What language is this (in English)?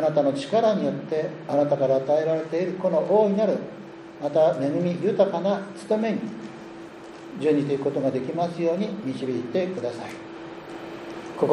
Japanese